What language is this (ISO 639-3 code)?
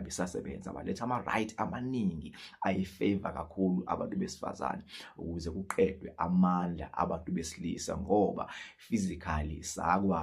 zul